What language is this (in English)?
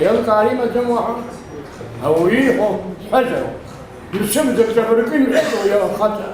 Abkhazian